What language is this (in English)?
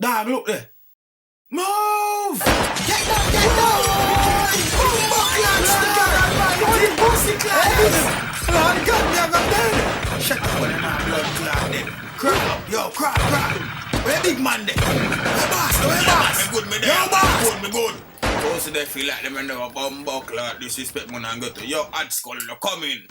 Jamaican Creole English